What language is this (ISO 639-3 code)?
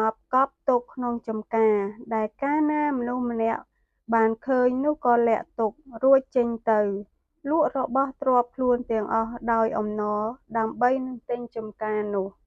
khm